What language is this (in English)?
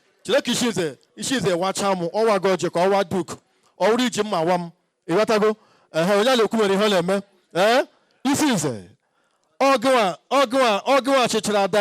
Igbo